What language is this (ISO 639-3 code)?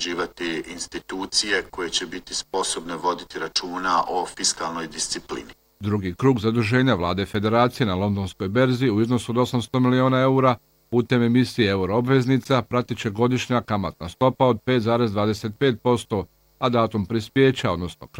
bos